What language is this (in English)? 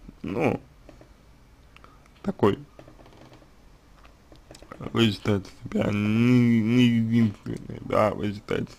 Russian